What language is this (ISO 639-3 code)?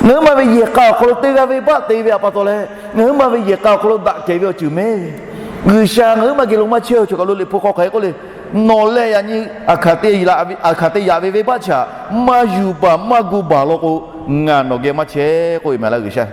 lhu